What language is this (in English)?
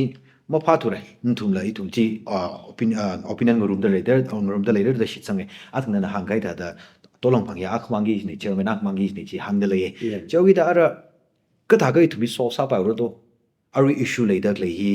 Tangkhul Naga (India)